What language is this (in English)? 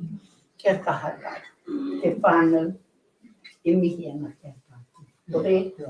Māori